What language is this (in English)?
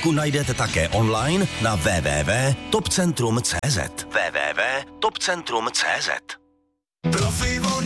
Czech